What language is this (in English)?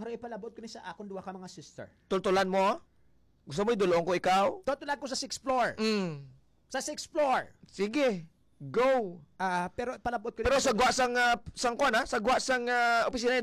Hiligaynon